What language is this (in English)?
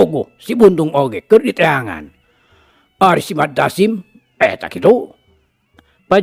Sundanese